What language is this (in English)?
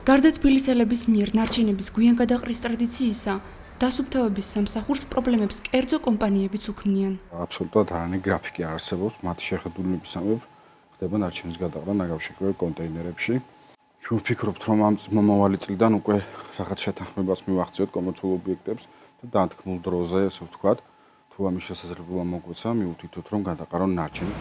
Georgian